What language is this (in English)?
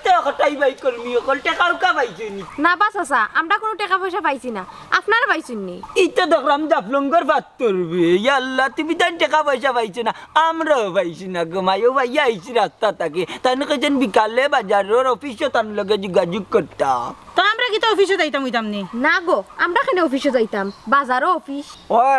Sylheti